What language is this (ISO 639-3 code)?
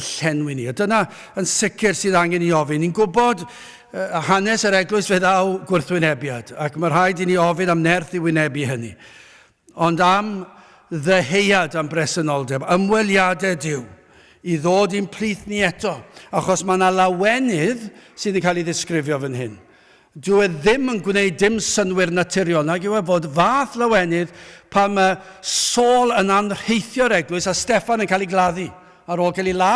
cym